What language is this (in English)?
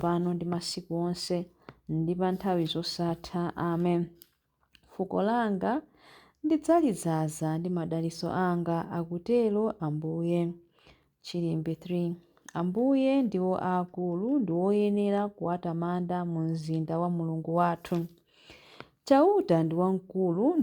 Nyanja